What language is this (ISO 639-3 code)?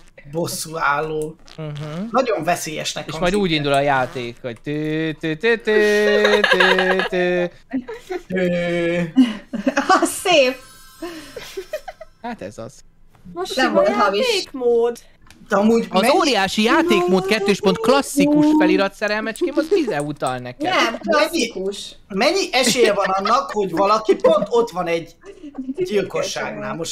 hun